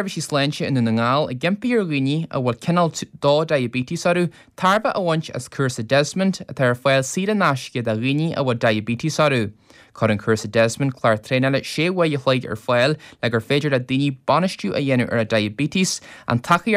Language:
Irish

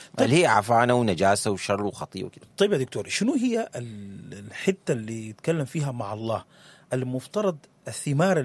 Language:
Sudanese Arabic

